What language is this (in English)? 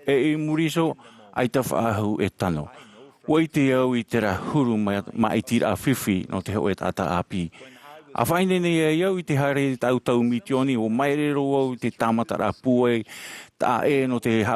Tahitian